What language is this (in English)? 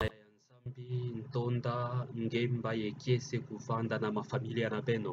Kituba (Democratic Republic of Congo)